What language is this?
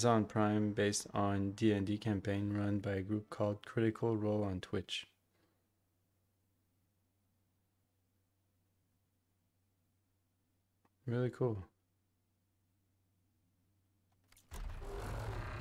English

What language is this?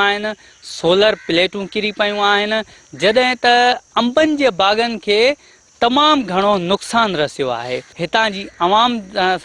Sindhi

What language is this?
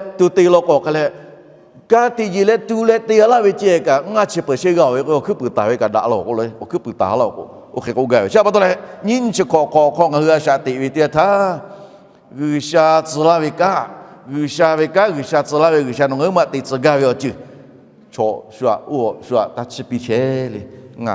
Lahu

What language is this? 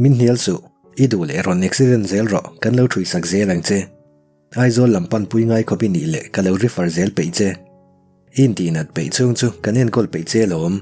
Mizo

